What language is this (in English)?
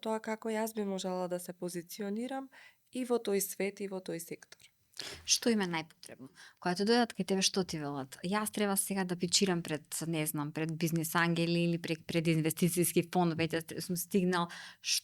Macedonian